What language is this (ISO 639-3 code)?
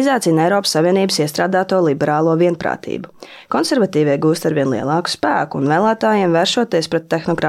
lav